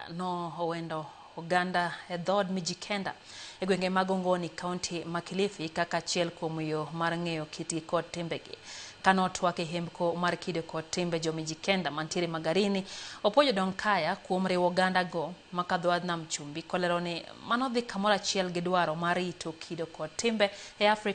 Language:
Luo (Kenya and Tanzania)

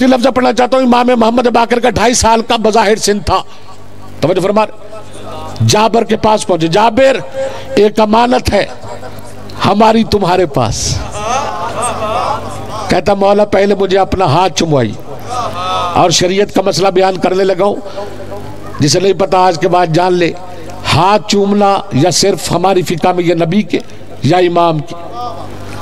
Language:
Urdu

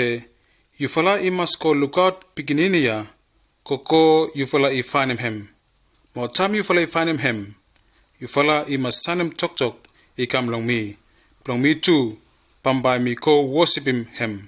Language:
Bislama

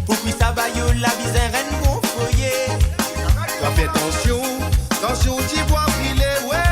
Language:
Morisyen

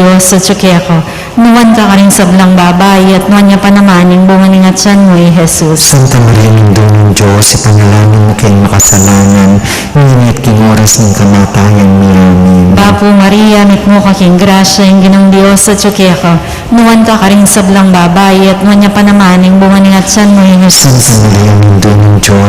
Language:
Pampanga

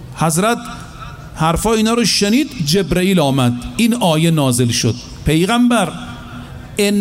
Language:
Persian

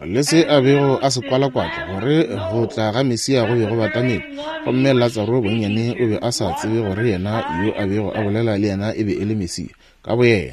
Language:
Northern Sotho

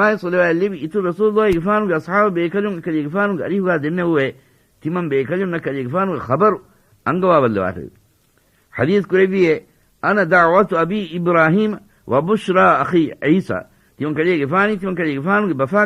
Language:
Divehi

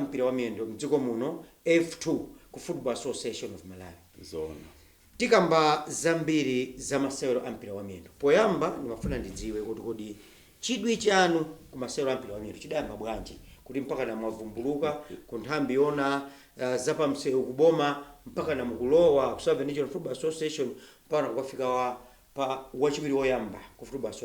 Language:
Nyanja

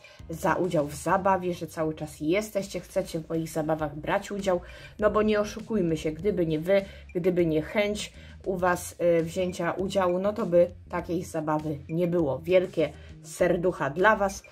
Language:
Polish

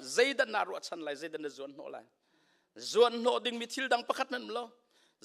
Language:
Hakha Chin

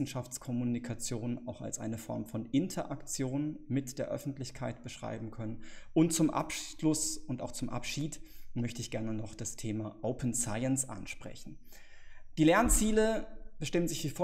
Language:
German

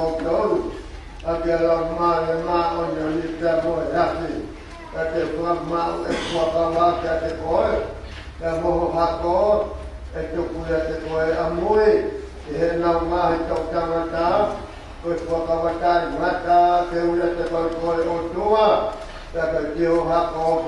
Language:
Tongan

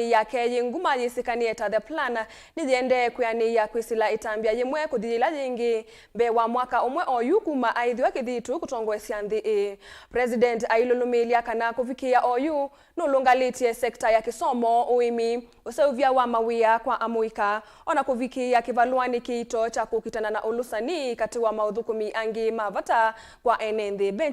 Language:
Kamba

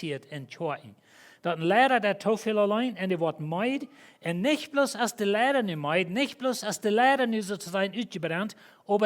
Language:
Plautdietsch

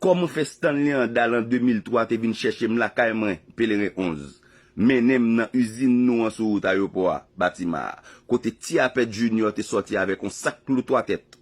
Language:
Haitian Creole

